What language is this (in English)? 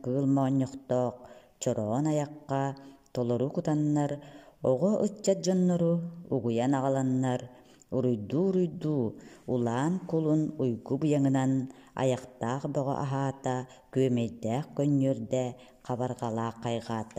Yakut